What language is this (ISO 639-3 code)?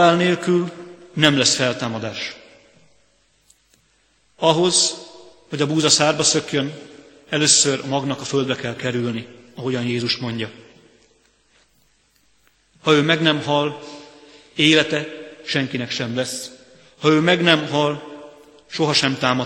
hun